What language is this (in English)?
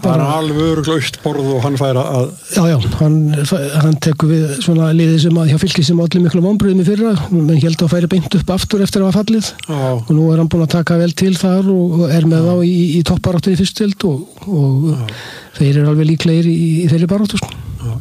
Icelandic